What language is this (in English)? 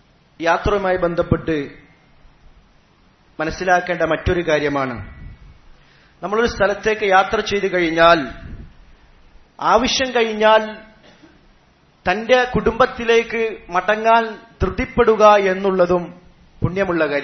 Malayalam